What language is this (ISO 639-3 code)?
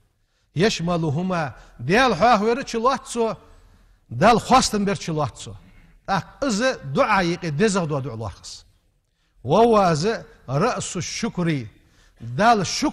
inh